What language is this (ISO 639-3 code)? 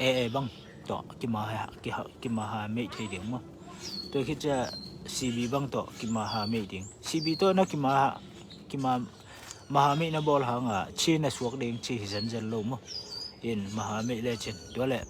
ctd